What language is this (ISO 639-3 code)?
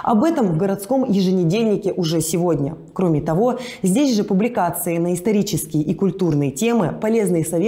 rus